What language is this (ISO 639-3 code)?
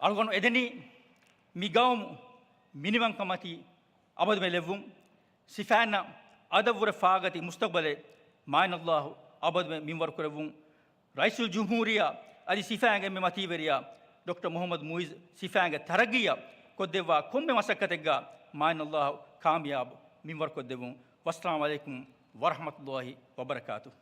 div